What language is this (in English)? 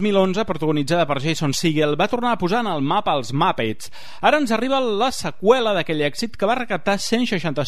Catalan